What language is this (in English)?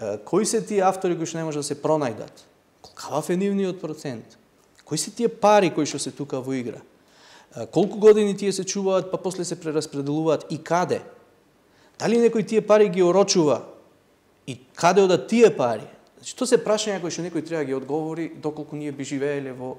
Macedonian